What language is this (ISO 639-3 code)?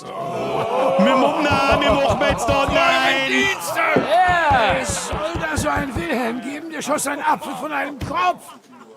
bar